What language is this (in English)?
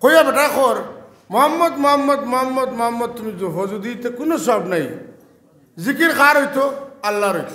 Sylheti